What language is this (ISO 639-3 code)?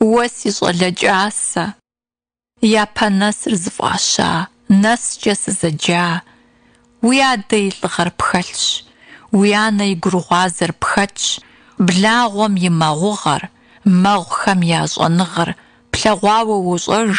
kbd